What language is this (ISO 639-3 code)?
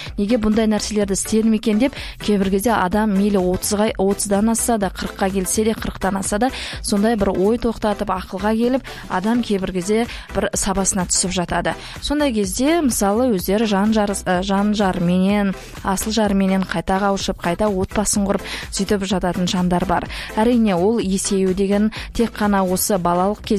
kaz